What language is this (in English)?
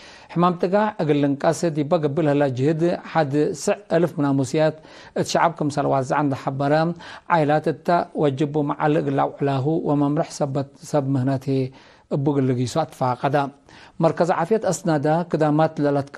Tigre